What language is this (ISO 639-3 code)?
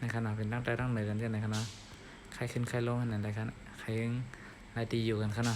shn